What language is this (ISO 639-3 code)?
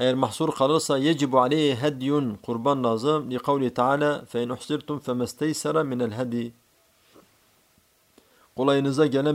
tur